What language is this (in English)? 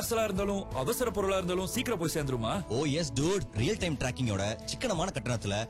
Tamil